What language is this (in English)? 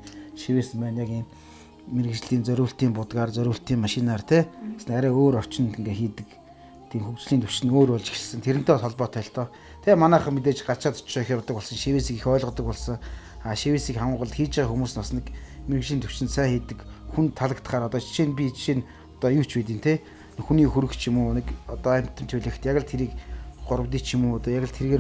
Mongolian